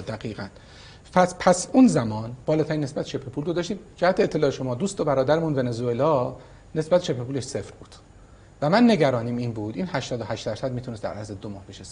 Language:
Persian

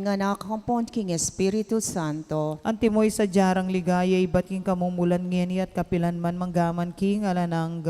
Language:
Pampanga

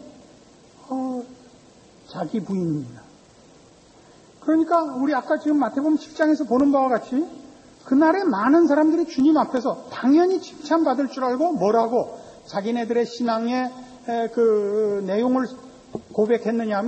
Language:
Korean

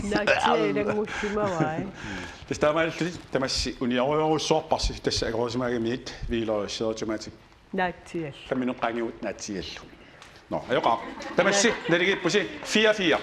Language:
Kalaallisut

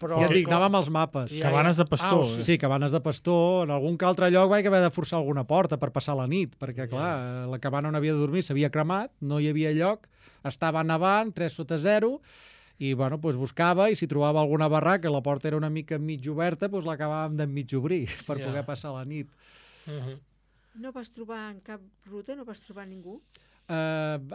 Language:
Catalan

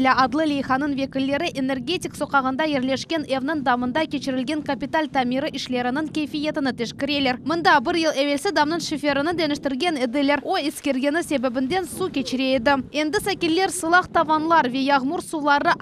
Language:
Crimean Tatar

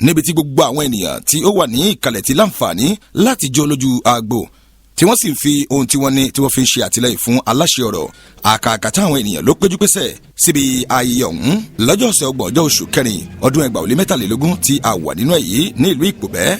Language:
Yoruba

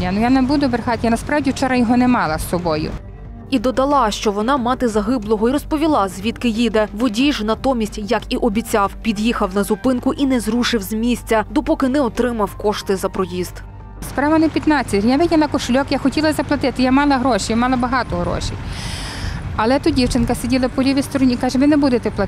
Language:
Ukrainian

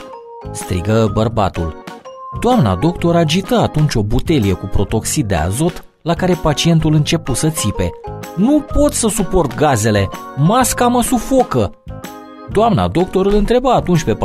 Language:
Romanian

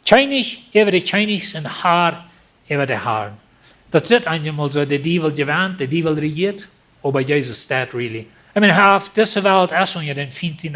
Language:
Plautdietsch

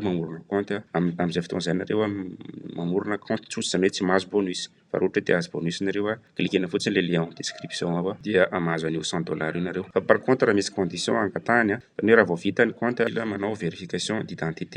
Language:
Malagasy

